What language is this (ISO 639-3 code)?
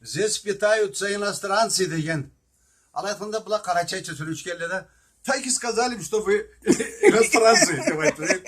krc